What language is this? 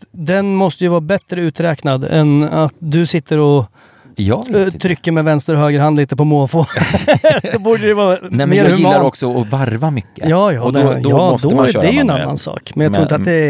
Swedish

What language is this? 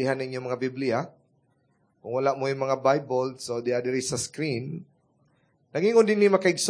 Cebuano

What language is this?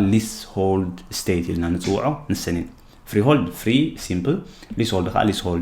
Tigrinya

